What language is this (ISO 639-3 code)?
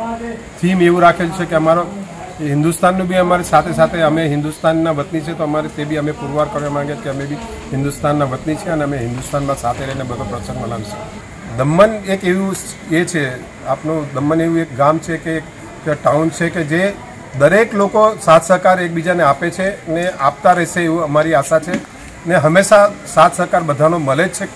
guj